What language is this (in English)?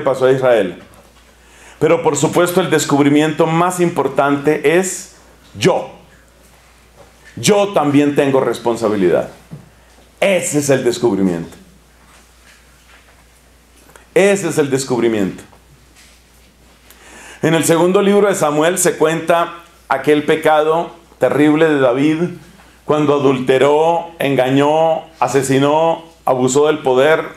Spanish